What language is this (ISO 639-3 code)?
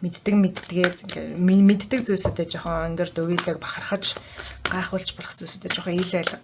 mon